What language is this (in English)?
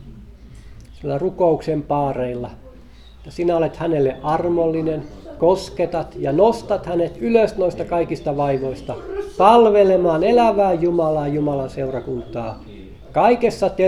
Finnish